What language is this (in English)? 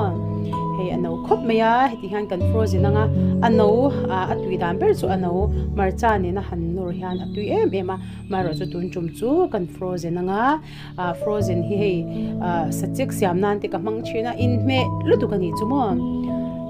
Mizo